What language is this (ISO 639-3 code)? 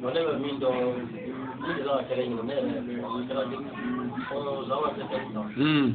bam